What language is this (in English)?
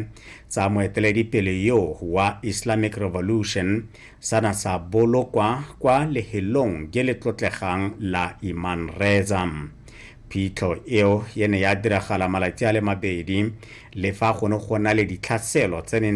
Tswana